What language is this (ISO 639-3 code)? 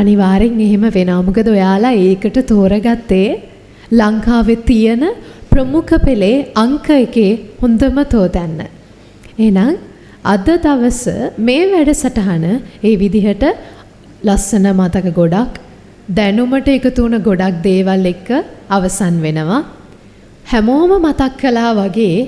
sin